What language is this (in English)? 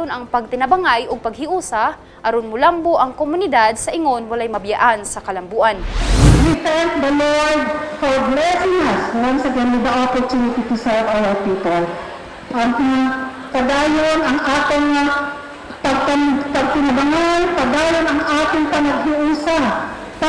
Cebuano